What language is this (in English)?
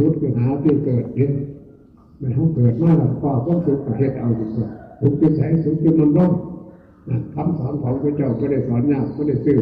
Northeastern Thai